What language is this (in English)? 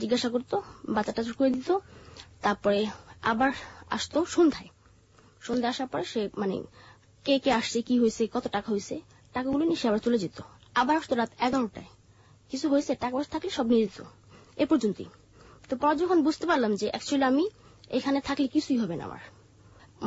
Bangla